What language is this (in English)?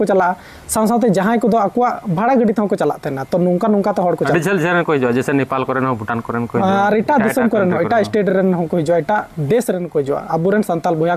Santali